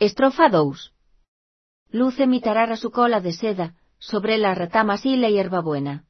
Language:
Galician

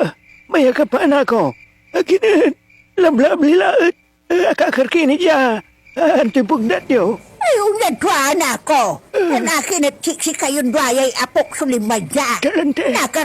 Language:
Pangasinan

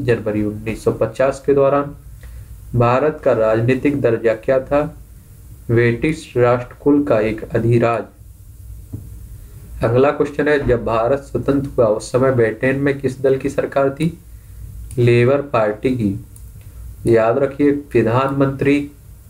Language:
Hindi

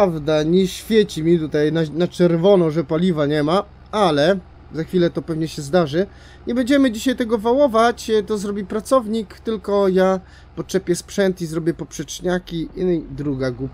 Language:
Polish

